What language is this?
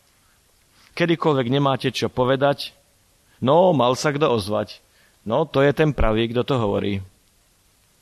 Slovak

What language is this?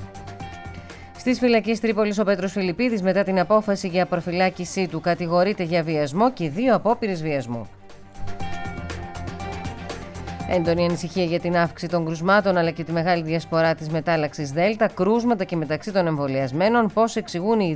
Greek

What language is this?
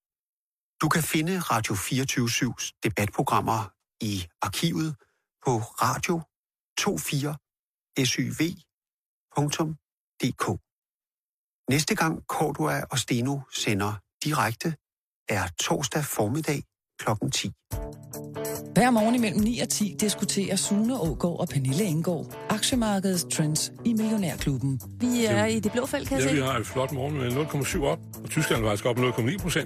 Danish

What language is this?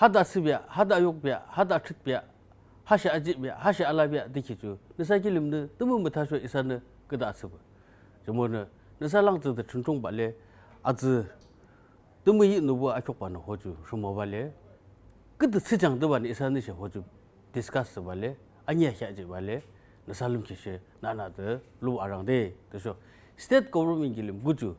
Yimchungru Naga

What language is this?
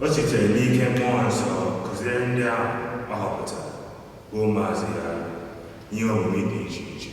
Igbo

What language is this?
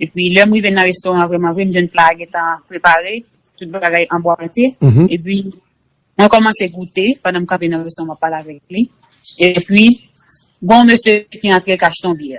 Haitian Creole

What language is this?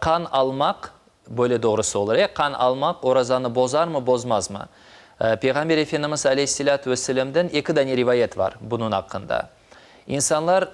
Crimean Tatar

